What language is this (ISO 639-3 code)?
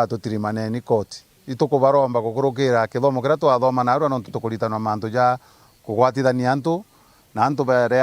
mer